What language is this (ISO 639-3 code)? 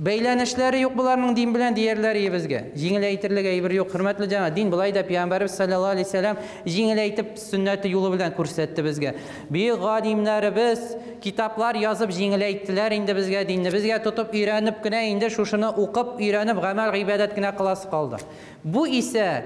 tat